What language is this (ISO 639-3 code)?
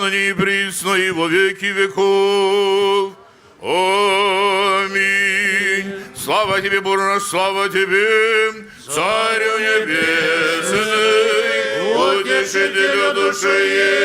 gag